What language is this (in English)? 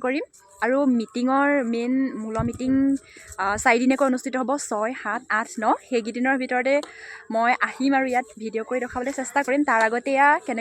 Assamese